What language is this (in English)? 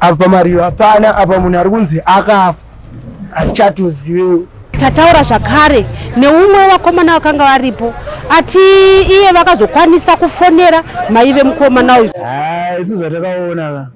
Shona